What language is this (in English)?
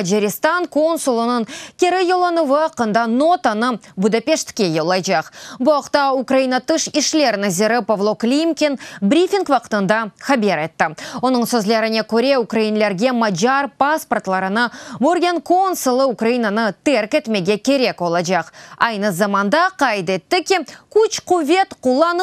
Crimean Tatar